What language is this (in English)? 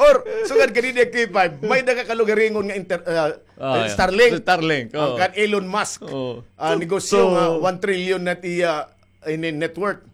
Waray